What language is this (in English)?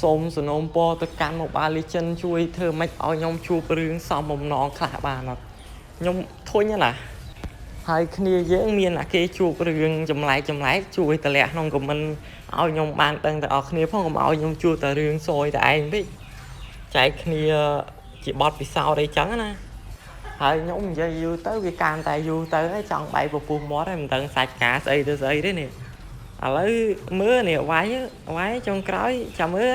Khmer